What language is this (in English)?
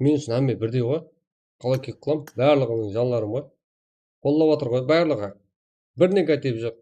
Kara-Kalpak